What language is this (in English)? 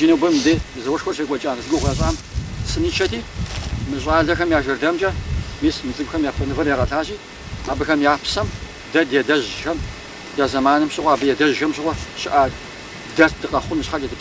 Kabardian